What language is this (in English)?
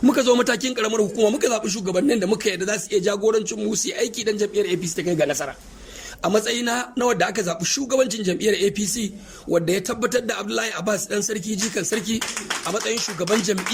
Hausa